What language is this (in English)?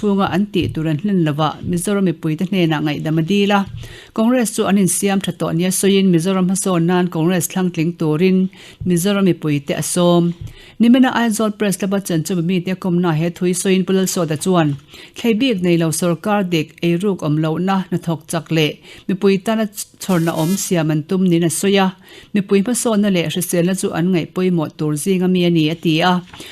Mizo